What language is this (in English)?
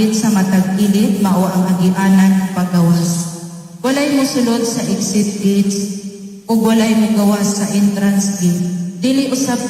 Cebuano